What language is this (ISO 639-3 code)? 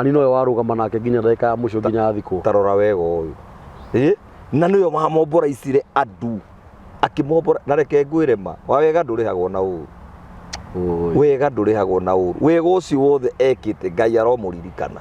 kik